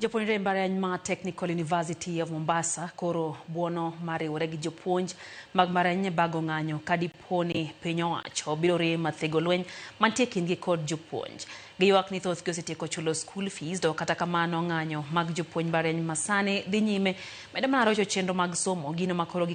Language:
Luo (Kenya and Tanzania)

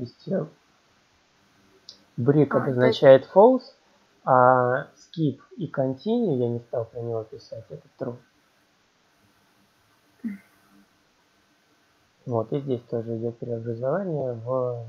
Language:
Russian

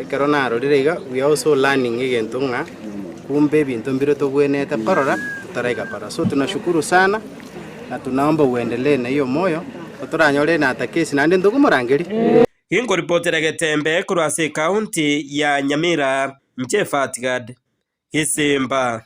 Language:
Gusii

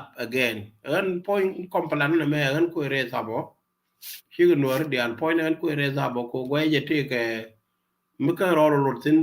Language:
Nuer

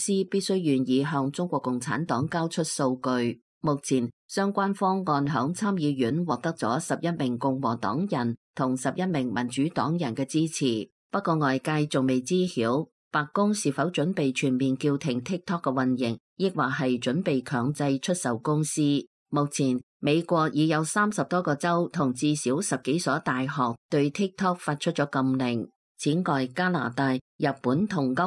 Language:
Cantonese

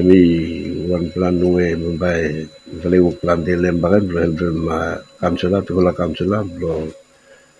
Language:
Bislama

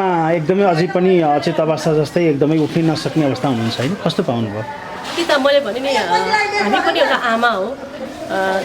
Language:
Nepali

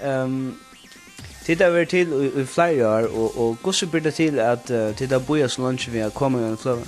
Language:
Faroese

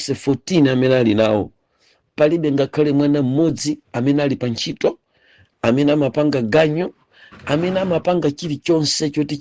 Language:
Nyanja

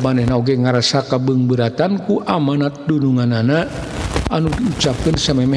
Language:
Sundanese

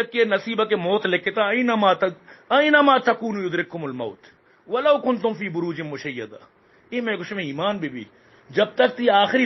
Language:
Baluchi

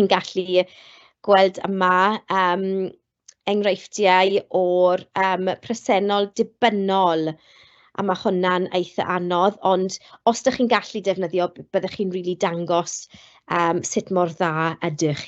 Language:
Welsh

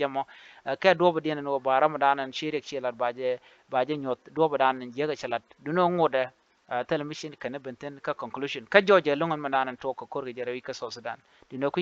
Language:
Nuer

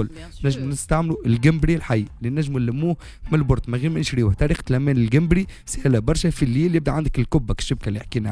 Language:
Tunisian Arabic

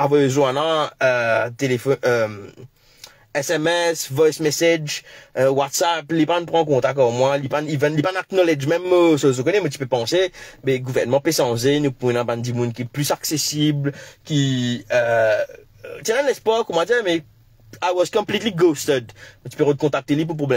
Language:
Morisyen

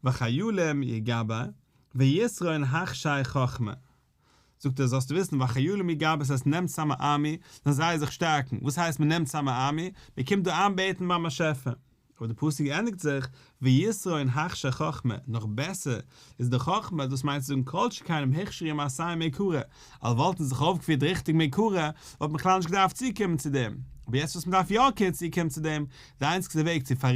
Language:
Yiddish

